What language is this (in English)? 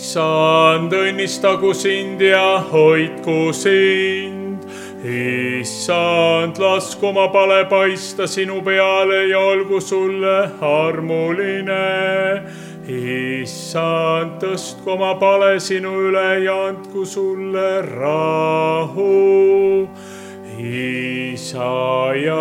Estonian